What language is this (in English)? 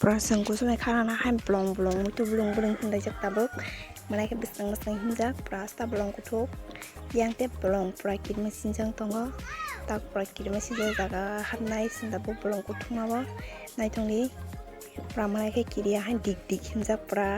Kok Borok